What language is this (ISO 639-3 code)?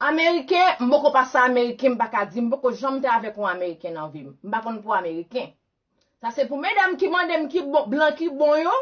hat